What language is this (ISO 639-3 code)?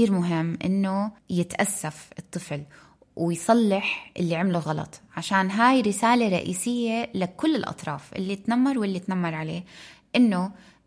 apc